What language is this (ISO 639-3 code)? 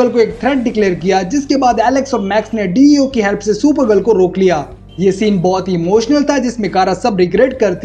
hin